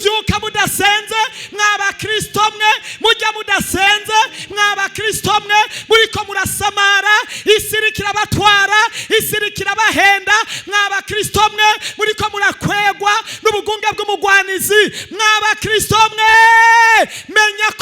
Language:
Rundi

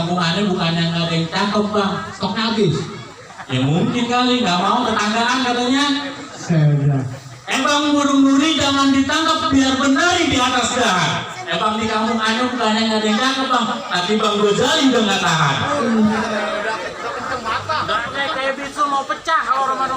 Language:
Betawi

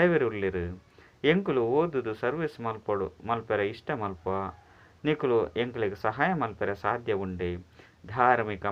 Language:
Tulu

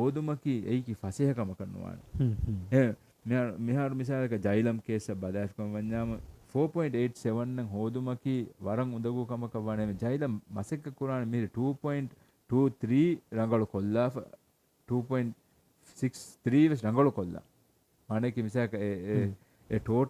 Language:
Divehi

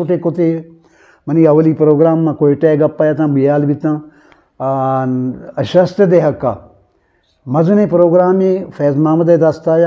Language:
Eastern Balochi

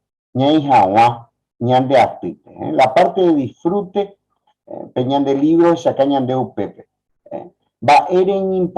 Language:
Guarani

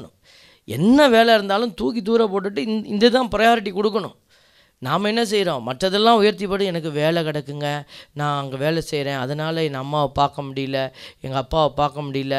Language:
Tamil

